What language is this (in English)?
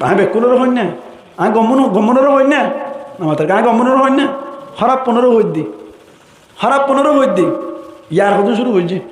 Rohingya